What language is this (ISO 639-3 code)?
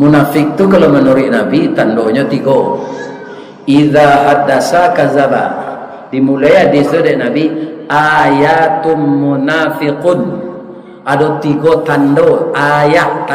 min